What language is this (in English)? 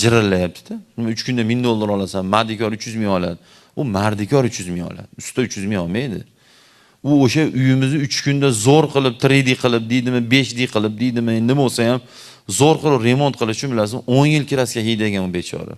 Uzbek